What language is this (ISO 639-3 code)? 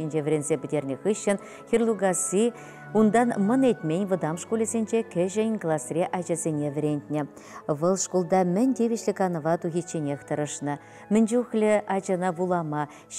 chv